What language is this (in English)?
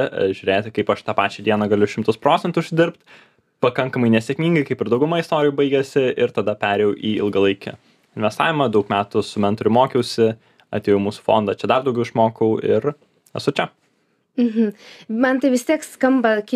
Lithuanian